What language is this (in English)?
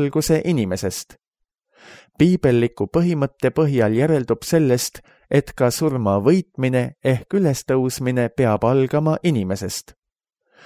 Estonian